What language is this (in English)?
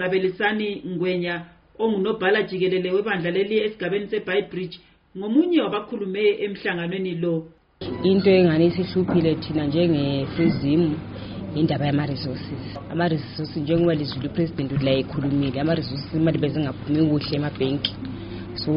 North Ndebele